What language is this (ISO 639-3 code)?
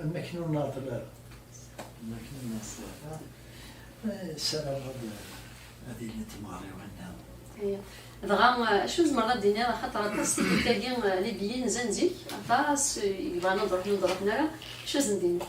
kab